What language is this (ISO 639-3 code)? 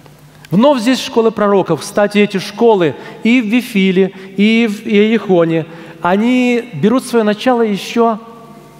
rus